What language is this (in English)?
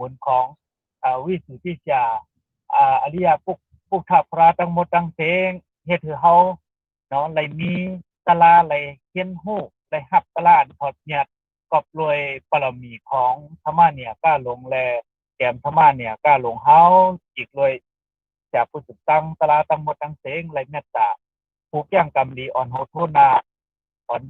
Shan